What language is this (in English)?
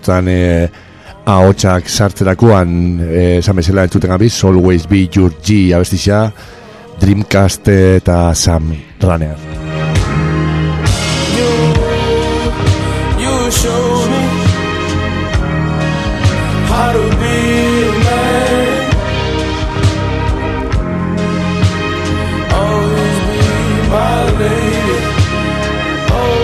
Basque